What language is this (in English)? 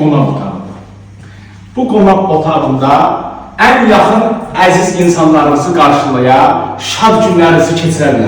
Azerbaijani